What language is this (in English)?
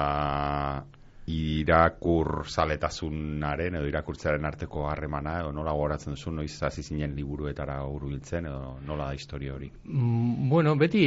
Basque